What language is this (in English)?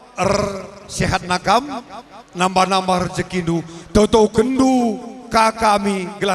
Batak Karo